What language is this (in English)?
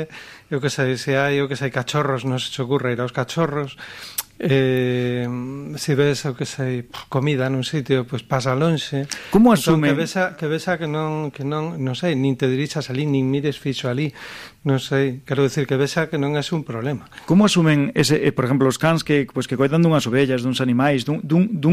Galician